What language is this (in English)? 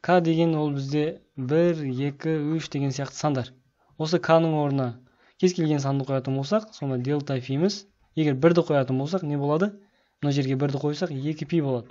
Kazakh